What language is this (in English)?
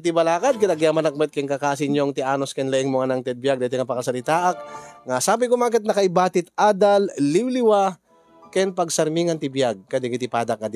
Iloko